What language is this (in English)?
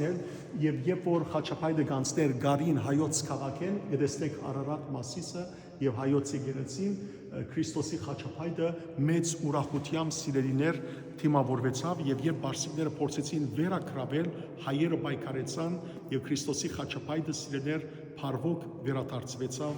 Western Armenian